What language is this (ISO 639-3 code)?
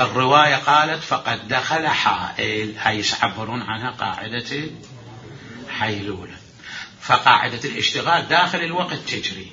acm